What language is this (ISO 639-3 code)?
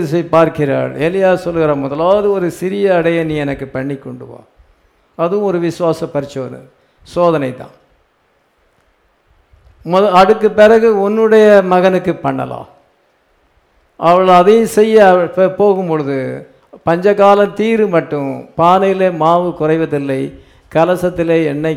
tam